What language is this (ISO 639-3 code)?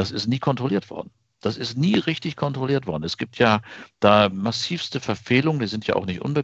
deu